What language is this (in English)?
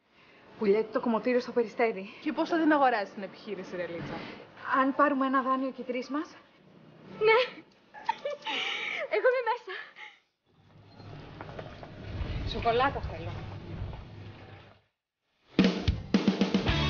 Greek